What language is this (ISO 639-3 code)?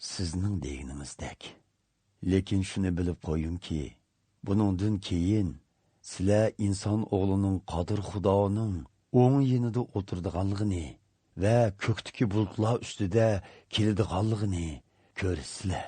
uig